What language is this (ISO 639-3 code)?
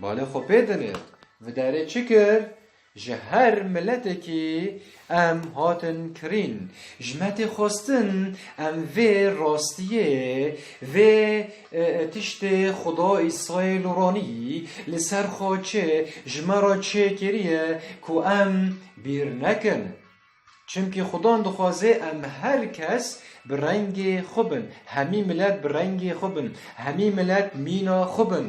kur